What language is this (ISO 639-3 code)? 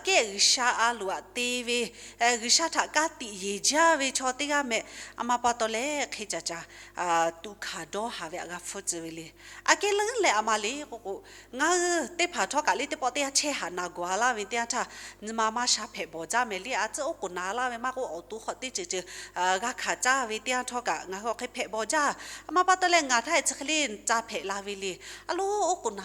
lhu